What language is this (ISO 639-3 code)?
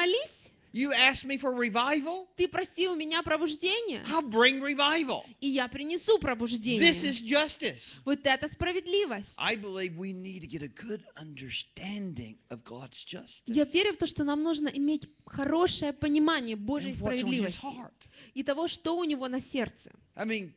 rus